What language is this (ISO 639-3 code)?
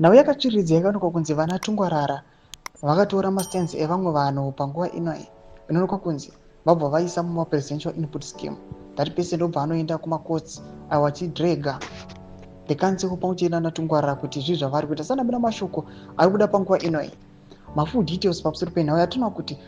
sna